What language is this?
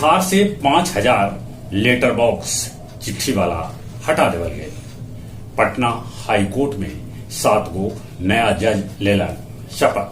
Magahi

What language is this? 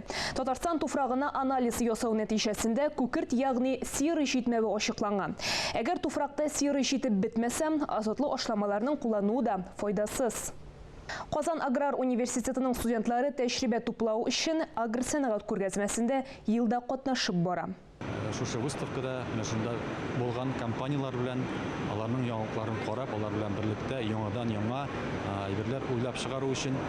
Tatar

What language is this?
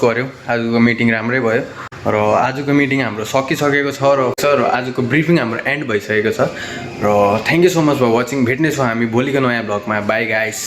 Nepali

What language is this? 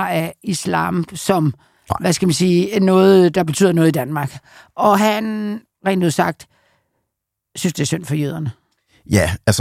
Danish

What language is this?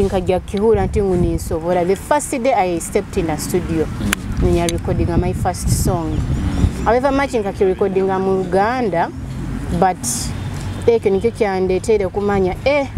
Nyoro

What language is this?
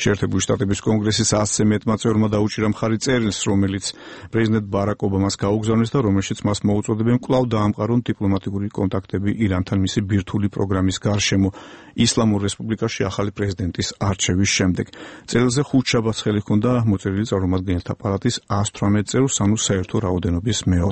Georgian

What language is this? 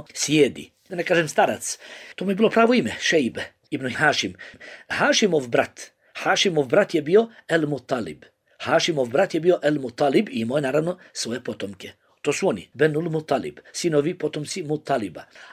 Bosnian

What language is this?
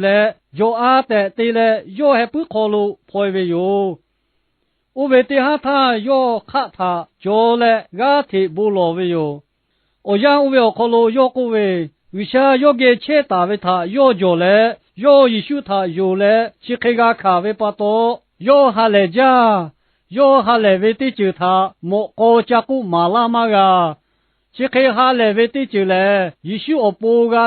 Lahu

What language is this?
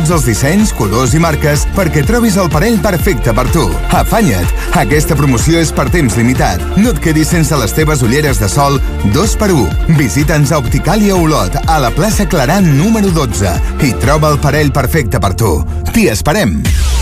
Catalan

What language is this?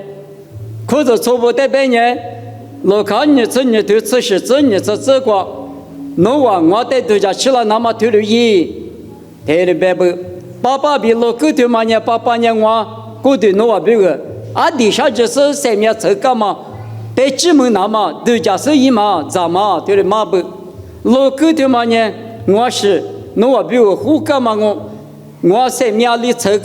Lisu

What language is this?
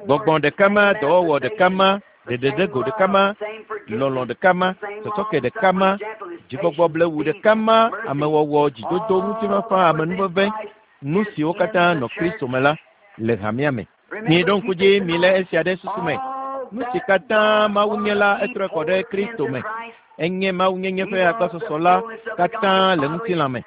Ewe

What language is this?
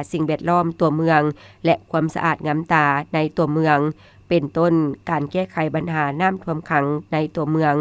Lao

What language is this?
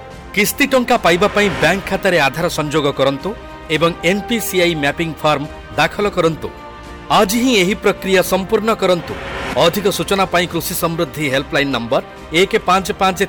Odia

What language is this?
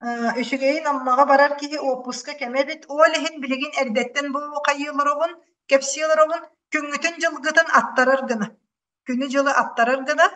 Yakut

